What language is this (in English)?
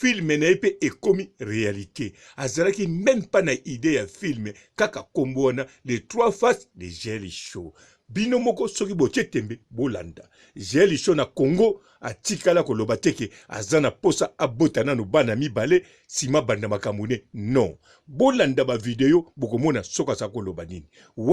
Lingala